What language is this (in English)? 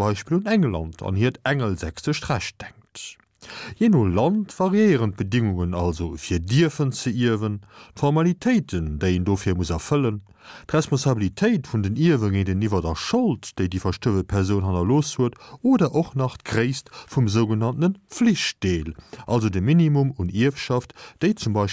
Luxembourgish